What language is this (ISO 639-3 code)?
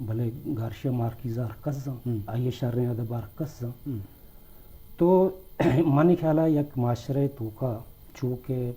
bgp